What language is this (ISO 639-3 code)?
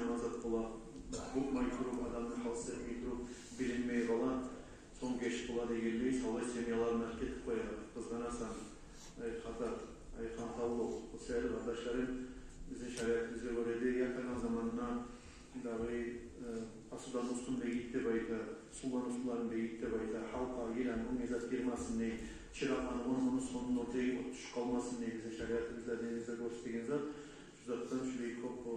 kum